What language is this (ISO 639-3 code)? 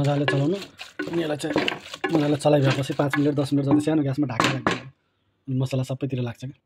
nep